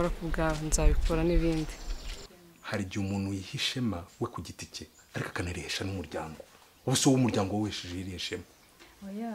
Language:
Kinyarwanda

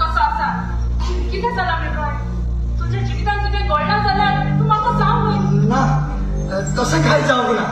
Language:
Konkani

